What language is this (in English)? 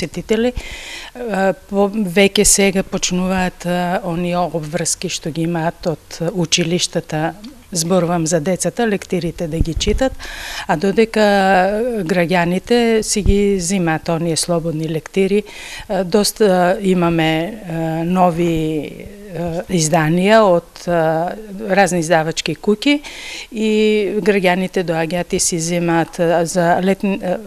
Macedonian